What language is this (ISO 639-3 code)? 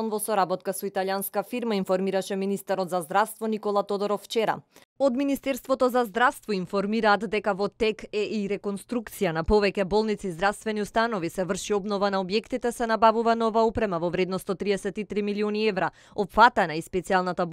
mkd